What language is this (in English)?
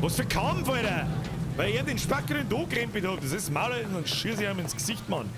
Bavarian